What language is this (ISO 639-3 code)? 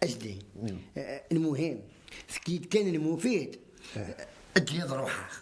kab